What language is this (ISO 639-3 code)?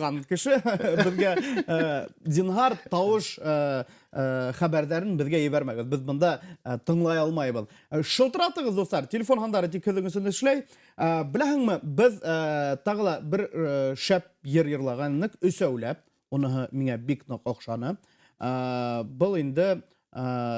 bak